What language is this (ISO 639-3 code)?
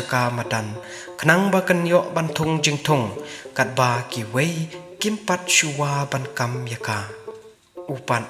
kha